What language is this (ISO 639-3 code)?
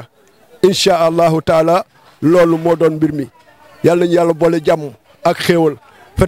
wol